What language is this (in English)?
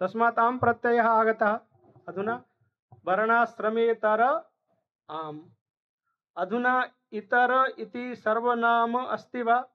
Sanskrit